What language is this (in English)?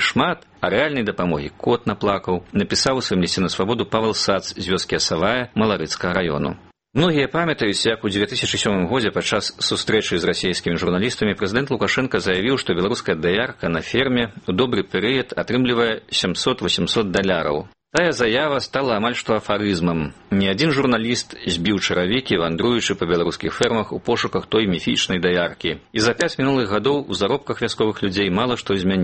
Belarusian